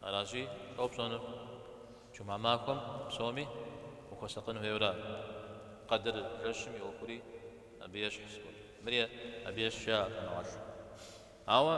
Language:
Kabardian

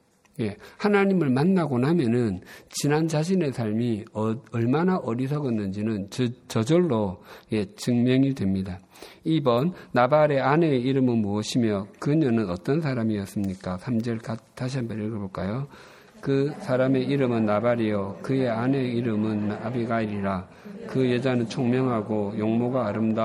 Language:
Korean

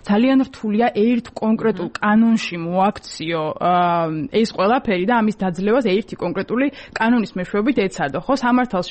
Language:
Georgian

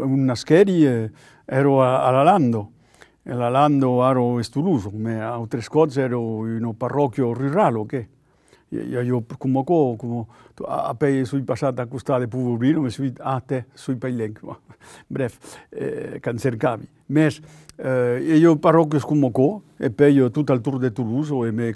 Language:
Occitan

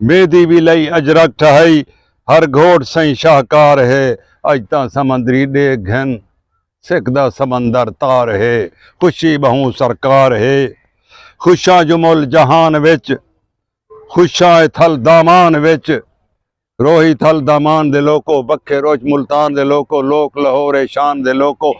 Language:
Saraiki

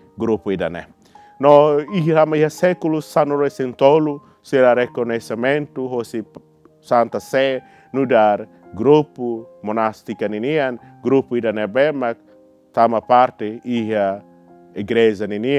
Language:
Tetum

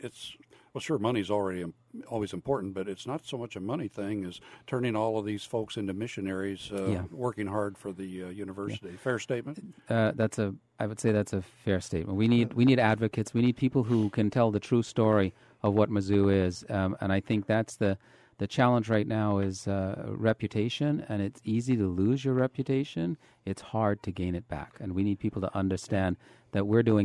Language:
English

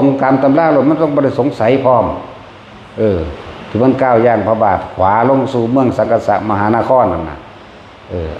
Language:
Northeastern Thai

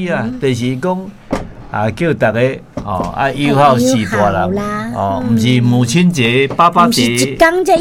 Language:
Min Nan Chinese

